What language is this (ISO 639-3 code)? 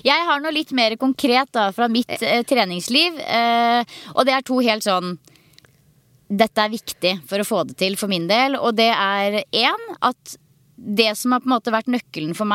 nor